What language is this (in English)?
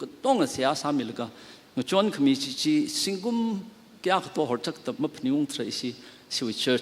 Tangkhul Naga (India)